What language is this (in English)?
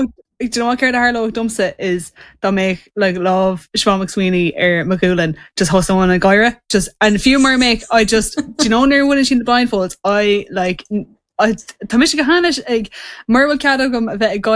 Irish